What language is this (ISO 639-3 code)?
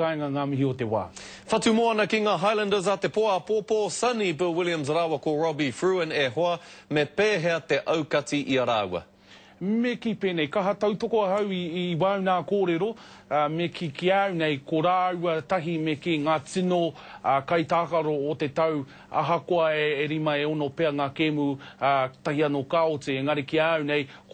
mri